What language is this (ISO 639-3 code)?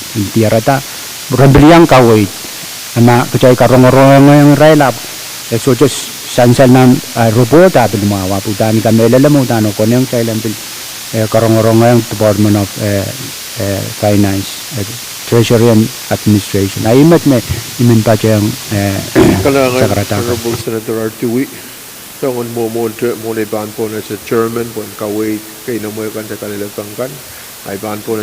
pon